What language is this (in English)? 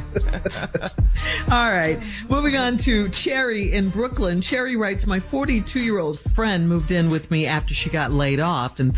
English